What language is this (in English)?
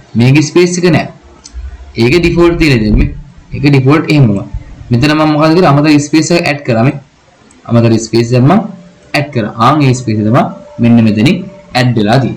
Sinhala